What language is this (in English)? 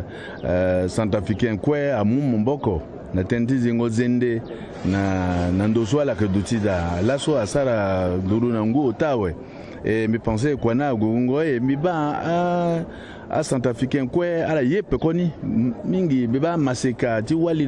Sango